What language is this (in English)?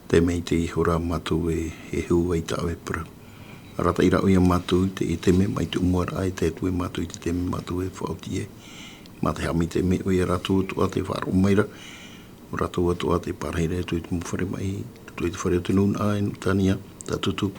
Tahitian